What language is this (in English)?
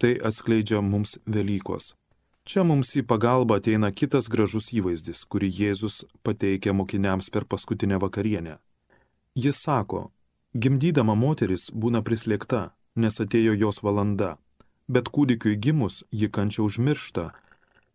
Lithuanian